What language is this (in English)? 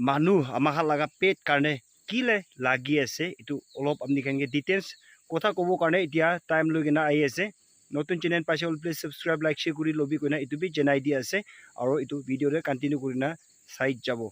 Naga Pidgin